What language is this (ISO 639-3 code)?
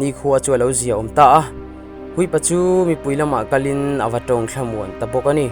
lus